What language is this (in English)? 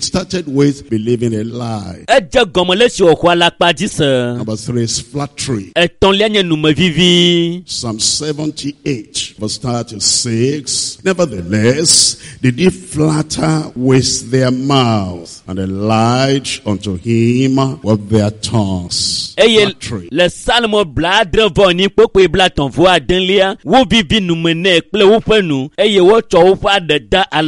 Ewe